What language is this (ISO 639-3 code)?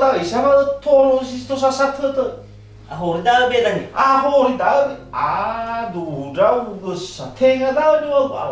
nia